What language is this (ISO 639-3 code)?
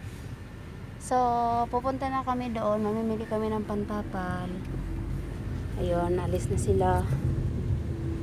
fil